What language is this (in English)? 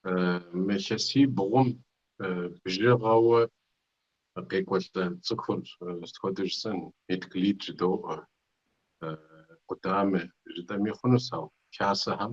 Kabardian